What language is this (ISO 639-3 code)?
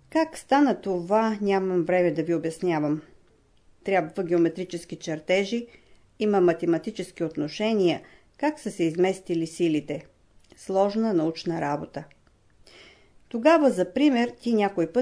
bul